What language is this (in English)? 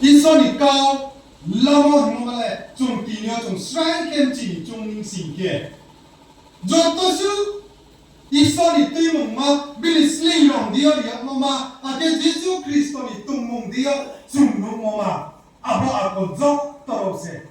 Riang (India)